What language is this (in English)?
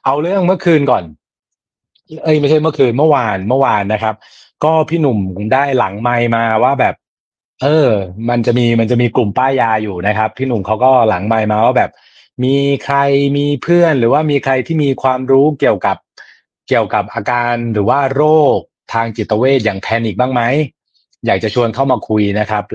Thai